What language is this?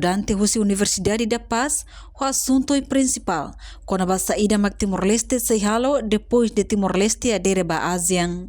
Tetum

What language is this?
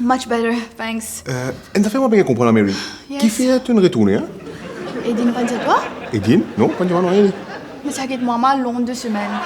Morisyen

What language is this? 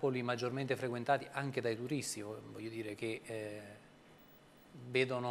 Italian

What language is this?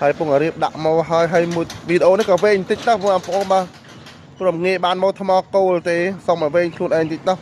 Khmer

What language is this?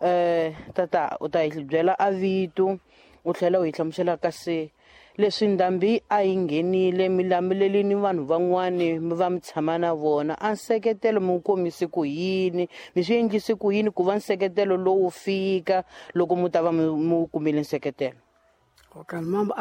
Tsonga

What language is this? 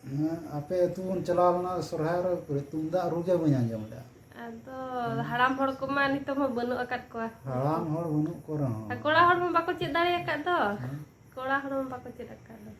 Santali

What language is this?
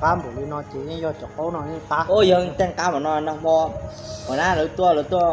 Hmong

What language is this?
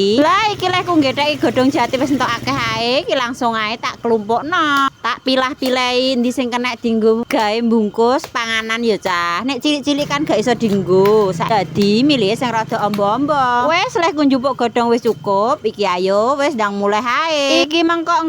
Javanese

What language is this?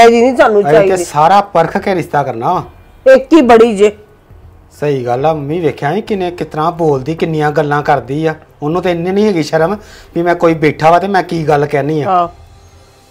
Punjabi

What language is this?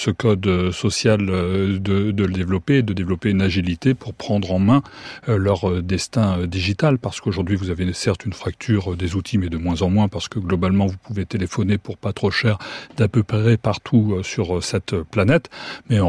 French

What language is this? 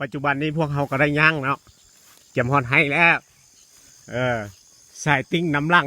Lao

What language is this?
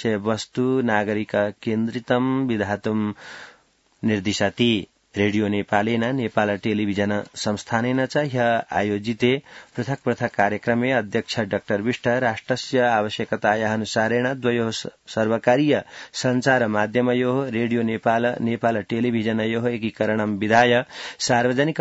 Sanskrit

